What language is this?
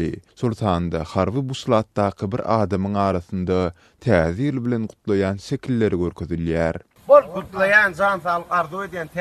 Turkmen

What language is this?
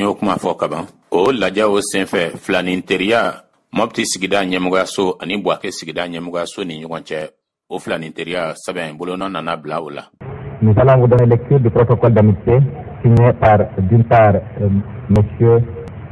Bambara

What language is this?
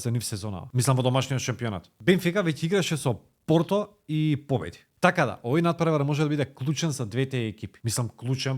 Macedonian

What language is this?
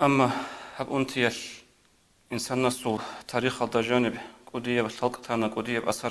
Avaric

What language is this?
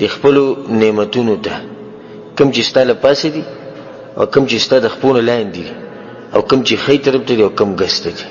Pashto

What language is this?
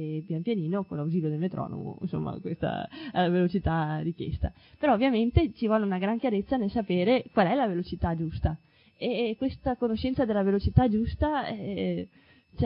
Italian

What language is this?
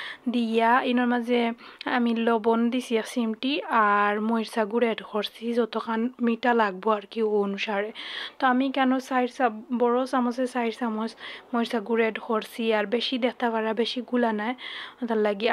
Sylheti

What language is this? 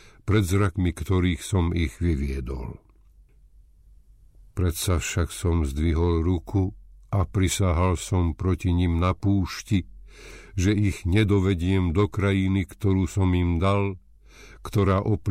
Slovak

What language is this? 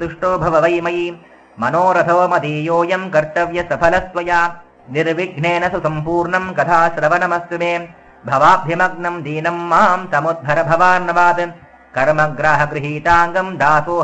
Sanskrit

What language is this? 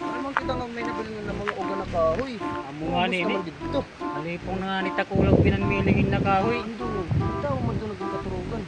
Waray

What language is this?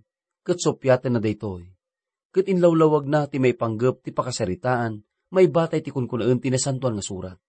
Iloko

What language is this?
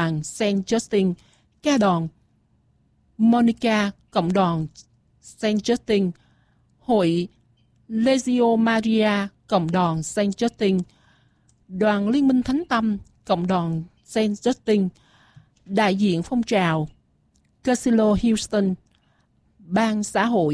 Vietnamese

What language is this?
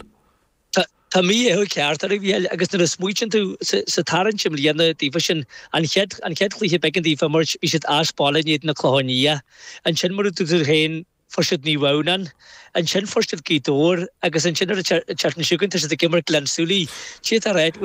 Irish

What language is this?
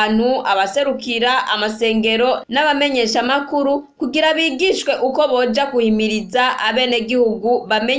Rundi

